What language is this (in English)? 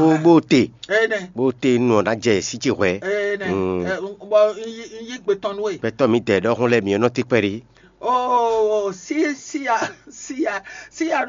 Fon